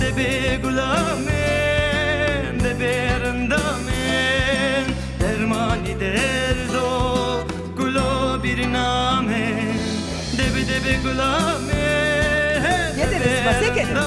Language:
Zaza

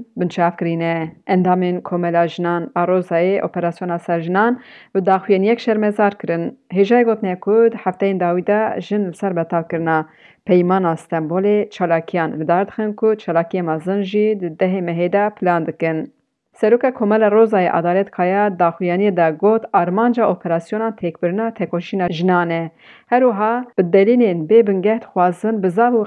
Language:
Kurdish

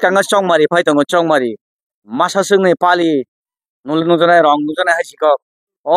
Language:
Kok Borok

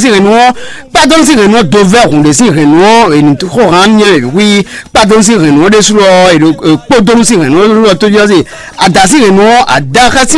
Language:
Fon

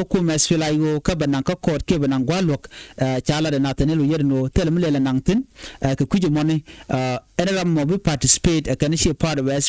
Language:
Nuer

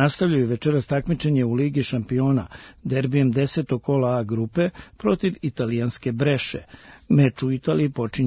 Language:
Serbian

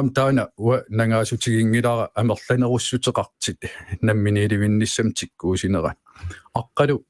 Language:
Kalaallisut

